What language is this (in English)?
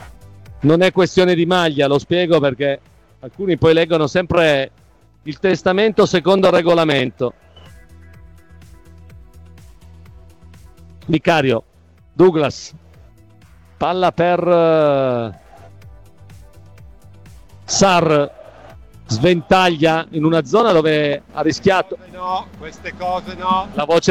Italian